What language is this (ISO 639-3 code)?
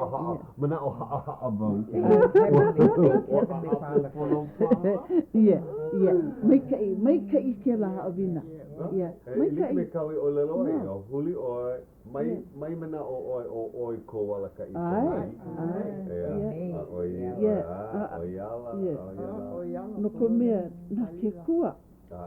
haw